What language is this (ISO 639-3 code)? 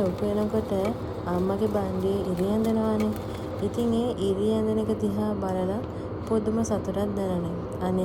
sin